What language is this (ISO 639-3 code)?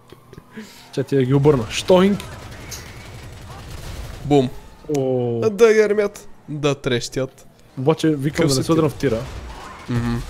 bul